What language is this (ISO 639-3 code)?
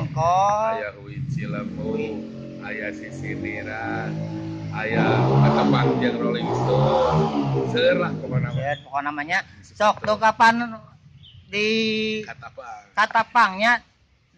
sun